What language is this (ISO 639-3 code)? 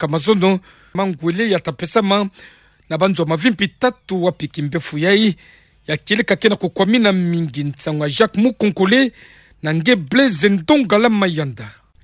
ktu